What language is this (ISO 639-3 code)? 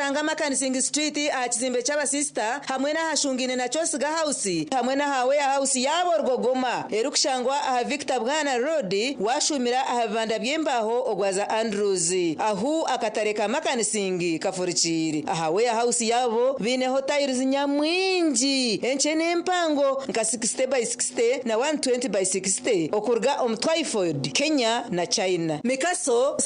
nyn